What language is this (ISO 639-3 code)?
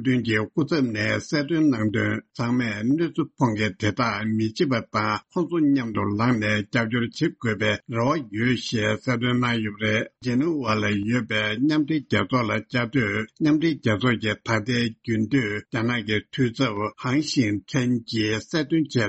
bod